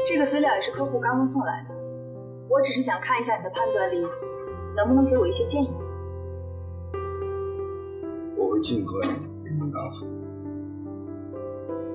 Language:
Chinese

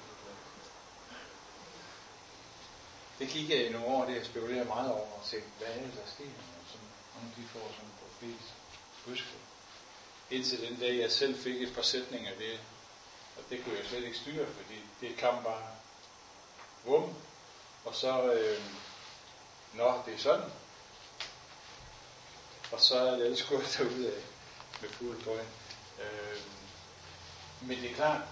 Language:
Danish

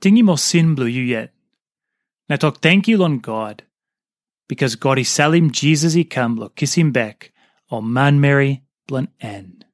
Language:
Tok Pisin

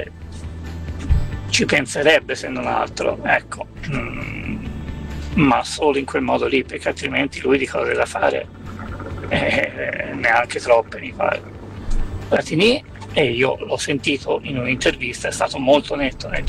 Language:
Italian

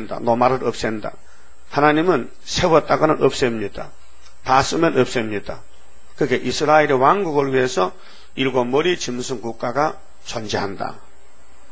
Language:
Korean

